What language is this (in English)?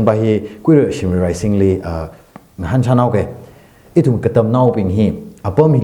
Tangkhul Naga (India)